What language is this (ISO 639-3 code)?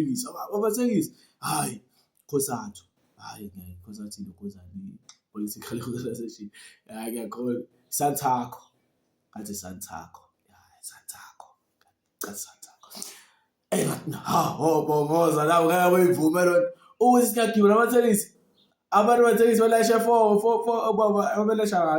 zul